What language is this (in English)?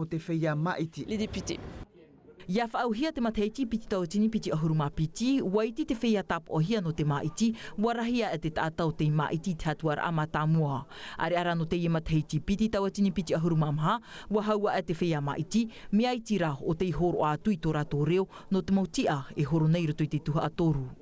Tahitian